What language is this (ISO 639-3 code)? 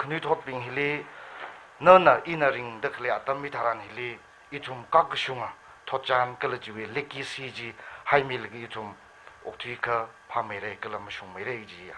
nmf